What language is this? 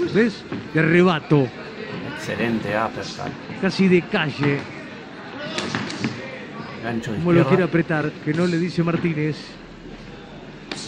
Spanish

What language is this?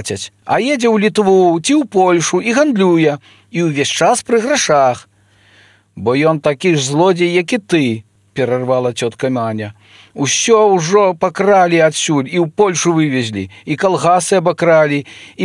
Belarusian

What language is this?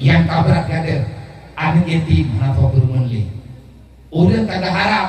Achinese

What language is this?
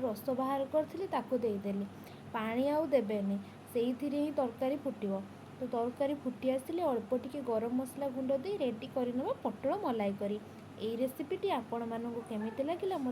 Odia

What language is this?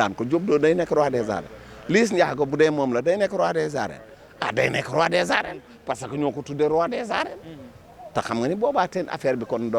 Wolof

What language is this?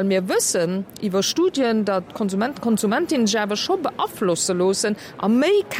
Luxembourgish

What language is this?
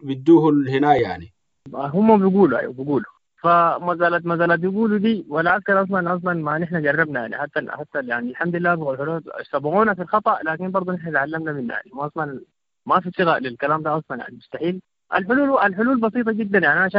Sudanese Arabic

